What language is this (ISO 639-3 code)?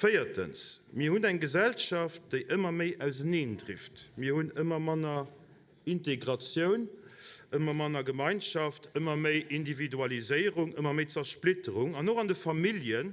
ltz